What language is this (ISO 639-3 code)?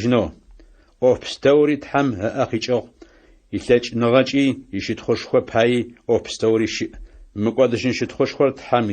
ady